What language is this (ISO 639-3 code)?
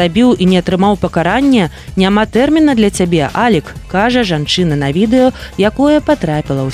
bel